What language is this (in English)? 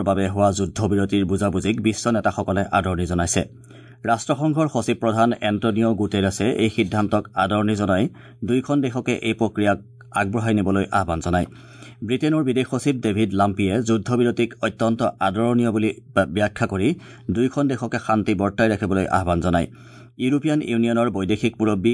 Assamese